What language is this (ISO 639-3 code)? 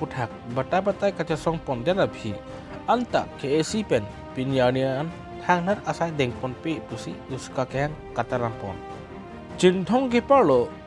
mjw